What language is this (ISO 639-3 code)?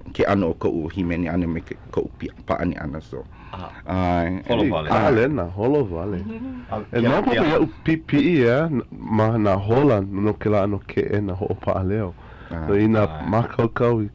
haw